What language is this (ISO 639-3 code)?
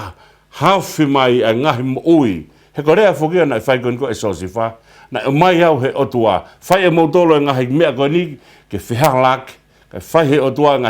ton